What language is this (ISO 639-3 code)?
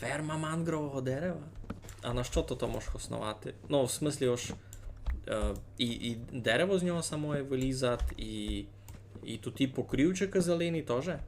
rue